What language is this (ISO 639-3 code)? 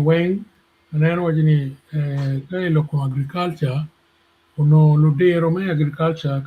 ach